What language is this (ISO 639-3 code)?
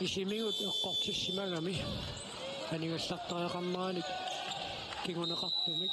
kal